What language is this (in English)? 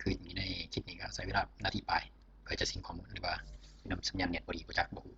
Lao